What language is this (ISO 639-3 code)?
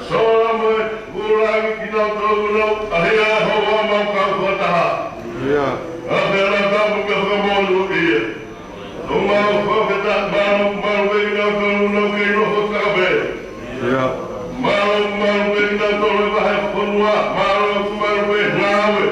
ton